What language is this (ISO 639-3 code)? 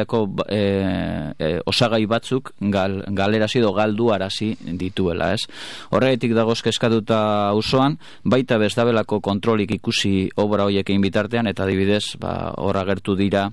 eus